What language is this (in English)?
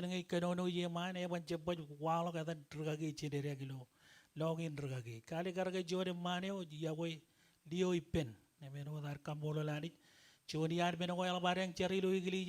Marshallese